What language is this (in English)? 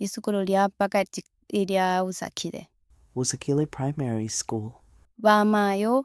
Bemba